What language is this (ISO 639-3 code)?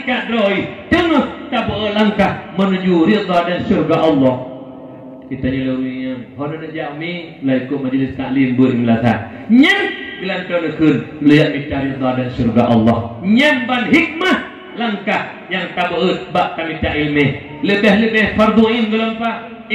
ace